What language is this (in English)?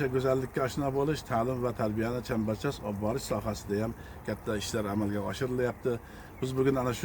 Uzbek